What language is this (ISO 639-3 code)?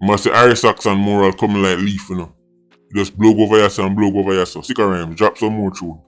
jam